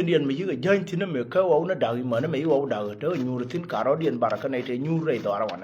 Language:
Nuer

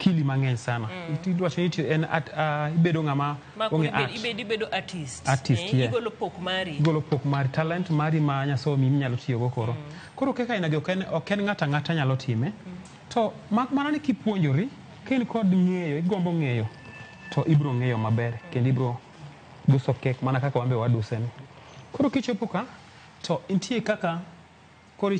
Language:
Luo (Kenya and Tanzania)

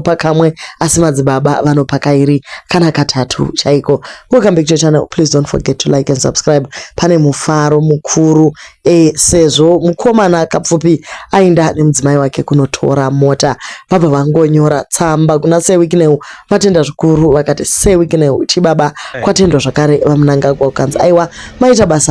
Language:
Shona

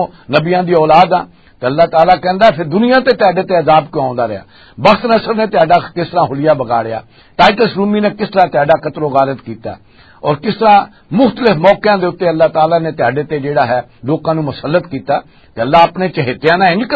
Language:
Western Panjabi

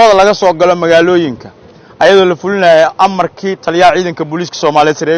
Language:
Somali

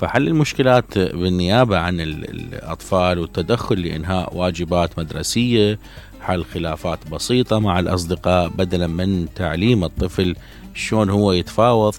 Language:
Mesopotamian Arabic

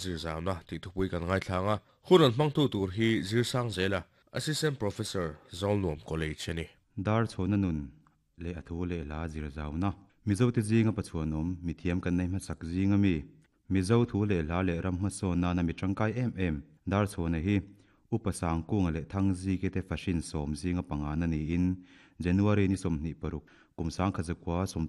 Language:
Mizo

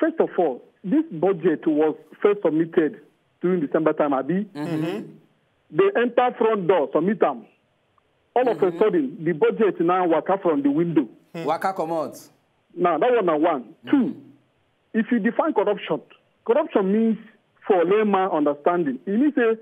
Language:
Nigerian Pidgin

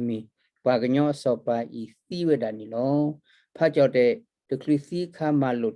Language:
S'gaw Karen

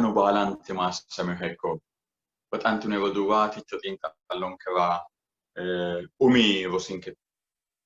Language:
Sidamo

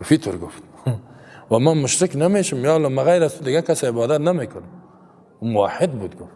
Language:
Persian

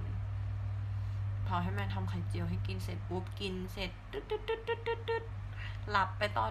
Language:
Thai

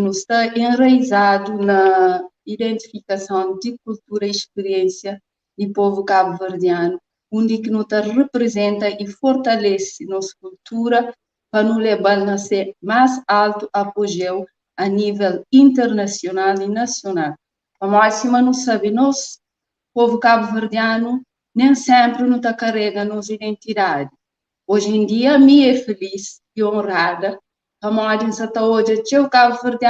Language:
Kabuverdianu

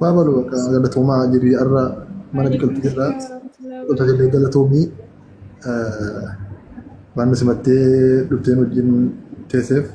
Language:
Oromo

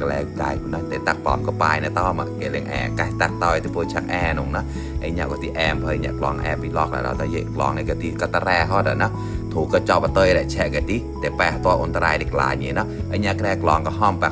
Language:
Mon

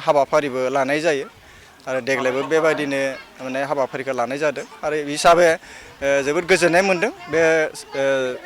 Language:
Bodo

